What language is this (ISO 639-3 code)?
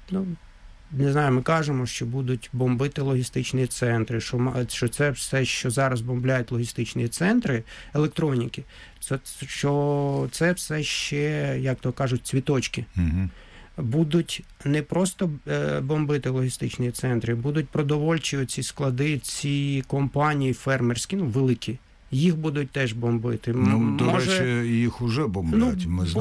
ukr